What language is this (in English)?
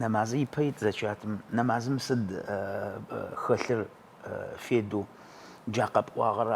Adyghe